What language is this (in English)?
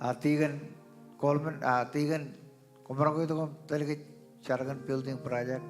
Marshallese